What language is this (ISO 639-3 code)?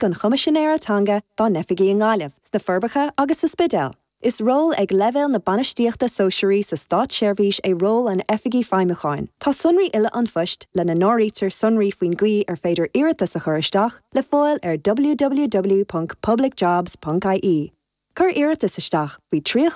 gle